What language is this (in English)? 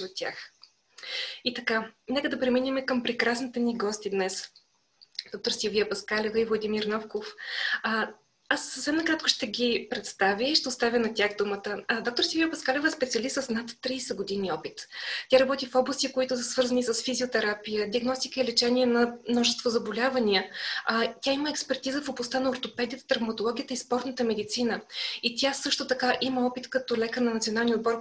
Bulgarian